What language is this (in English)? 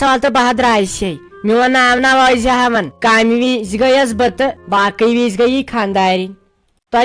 Kashmiri